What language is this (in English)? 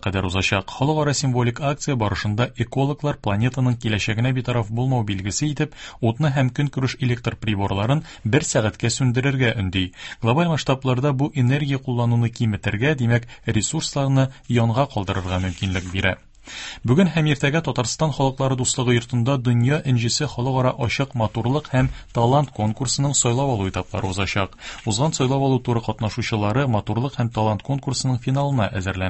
Tatar